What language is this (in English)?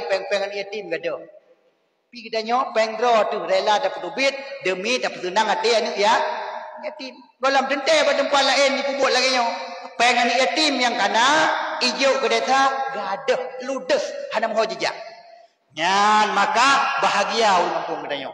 Achinese